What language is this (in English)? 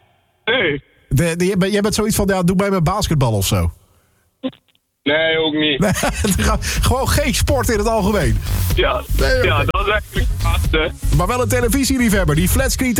Dutch